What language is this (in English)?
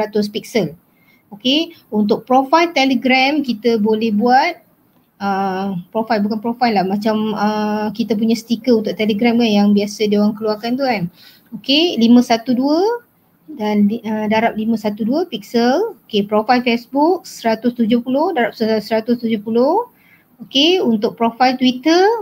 Malay